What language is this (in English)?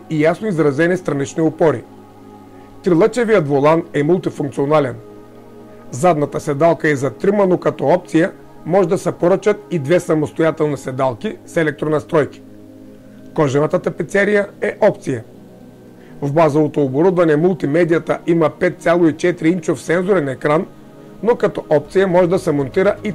Bulgarian